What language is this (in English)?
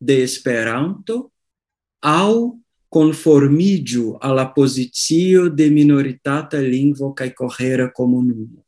Esperanto